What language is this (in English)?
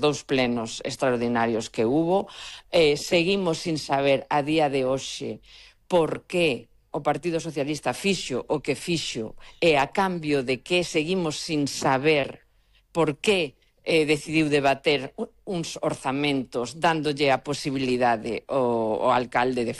Galician